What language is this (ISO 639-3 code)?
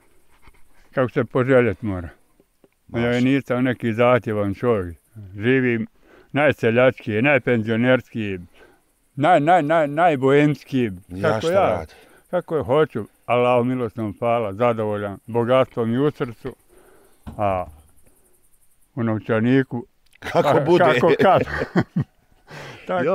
bos